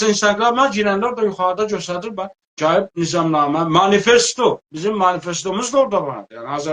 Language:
South Azerbaijani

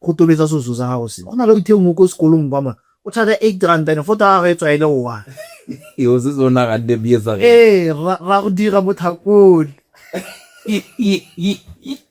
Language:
Tswana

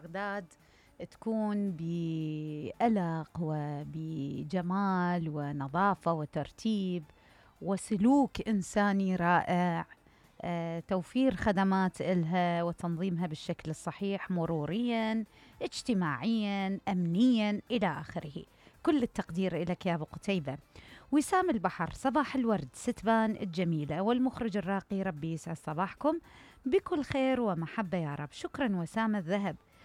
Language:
Mesopotamian Arabic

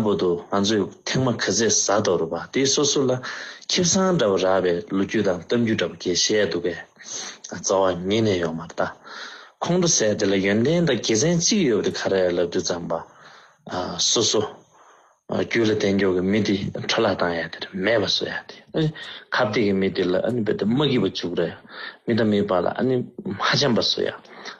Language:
Tibetan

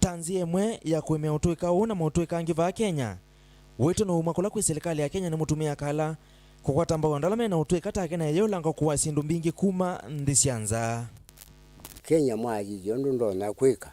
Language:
Kamba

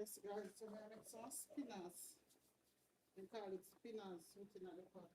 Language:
Jamaican Creole English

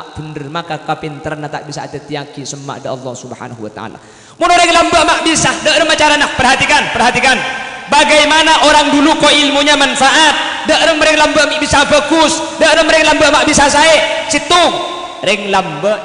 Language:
Madurese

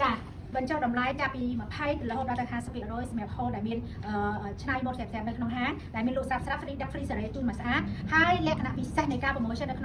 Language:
Khmer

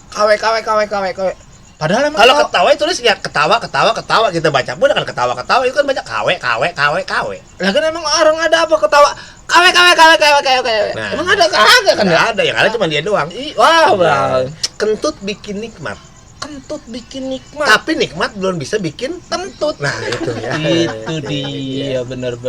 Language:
Betawi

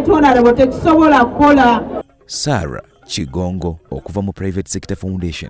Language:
Ganda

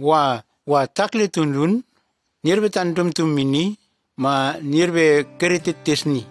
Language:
Nume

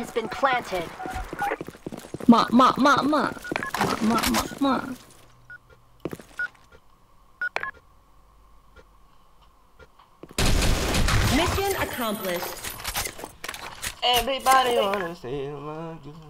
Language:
Malay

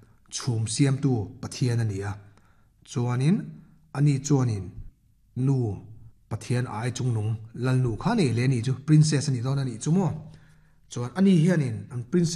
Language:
Mizo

